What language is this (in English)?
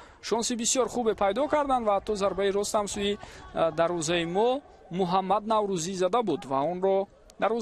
Tajik